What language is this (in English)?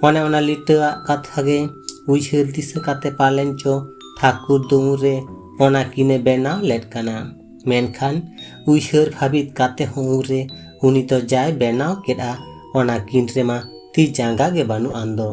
Santali